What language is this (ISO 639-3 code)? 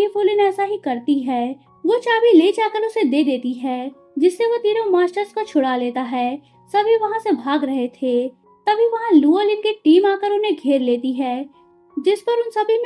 hin